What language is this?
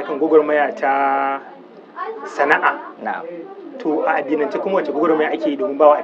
Hausa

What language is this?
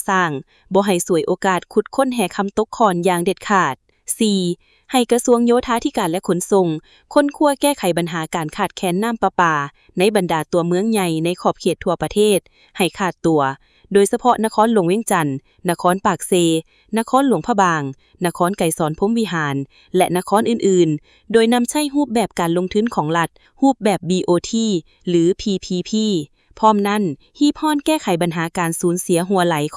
Lao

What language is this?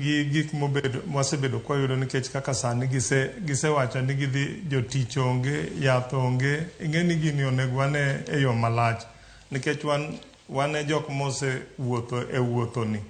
Luo (Kenya and Tanzania)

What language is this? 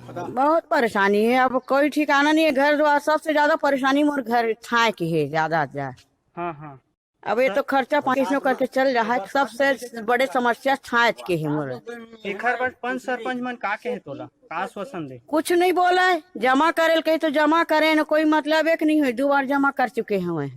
Chhattisgarhi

